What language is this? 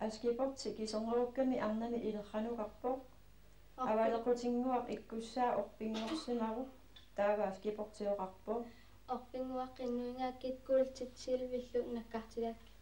Kalaallisut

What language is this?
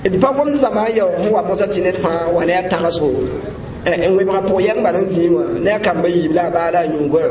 Mossi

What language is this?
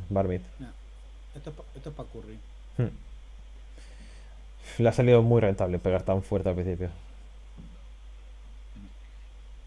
Spanish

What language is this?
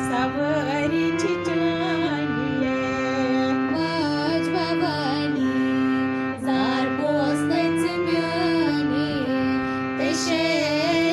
Kashmiri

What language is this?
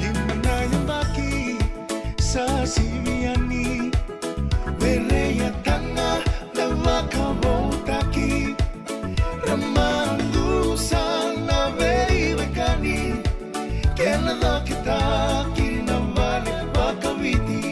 Fijian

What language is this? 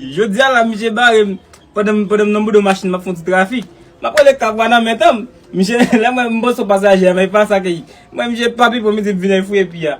Haitian Creole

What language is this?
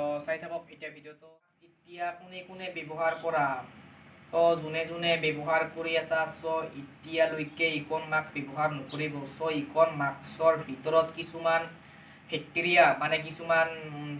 Assamese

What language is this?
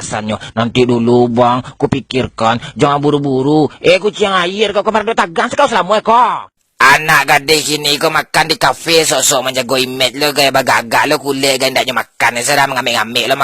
Minangkabau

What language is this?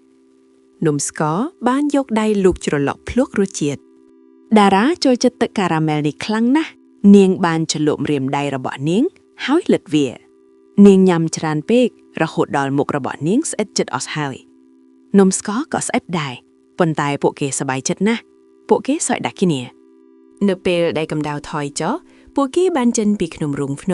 Khmer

